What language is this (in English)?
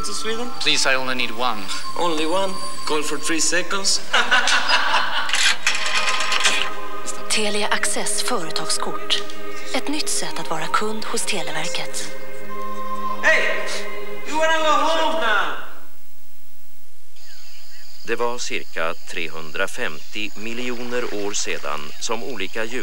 Swedish